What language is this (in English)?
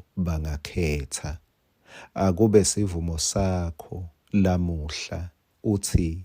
Swati